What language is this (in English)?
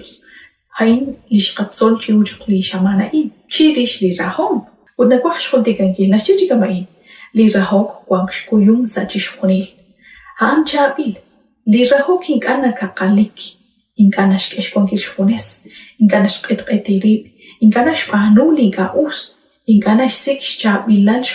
Kekchí